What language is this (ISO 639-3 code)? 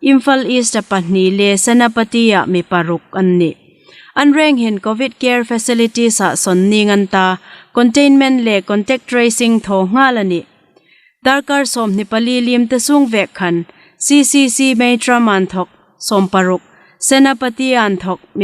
hmr